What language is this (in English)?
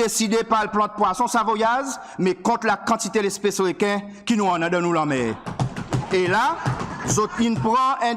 Seselwa Creole French